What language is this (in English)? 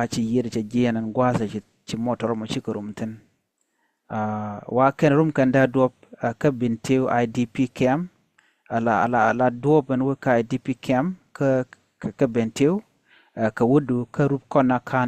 Nuer